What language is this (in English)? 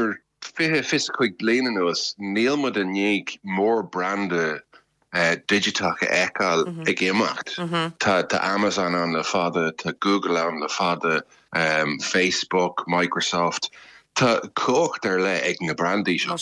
Irish